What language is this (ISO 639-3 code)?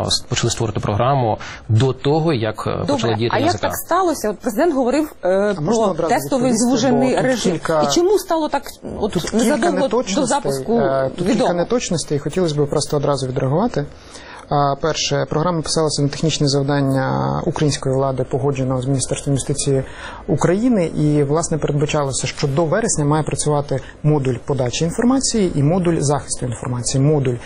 ukr